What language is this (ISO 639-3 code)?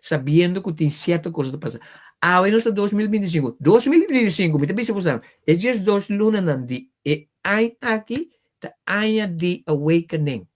pap